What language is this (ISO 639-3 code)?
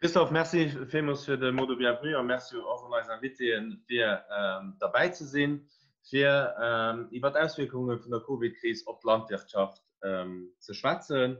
ltz